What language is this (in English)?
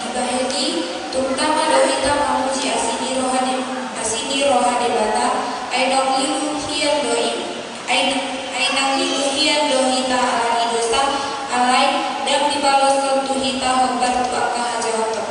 Batak Toba